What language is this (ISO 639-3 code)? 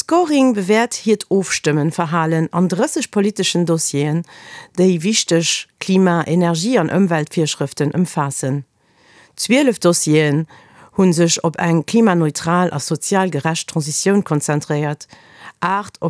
ltz